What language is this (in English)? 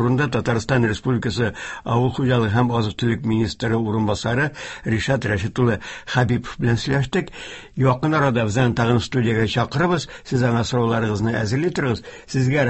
Tatar